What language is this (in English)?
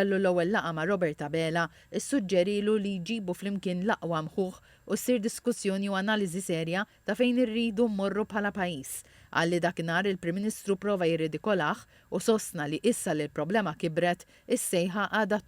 Maltese